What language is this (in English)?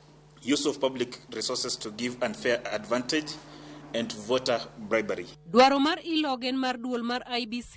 Luo (Kenya and Tanzania)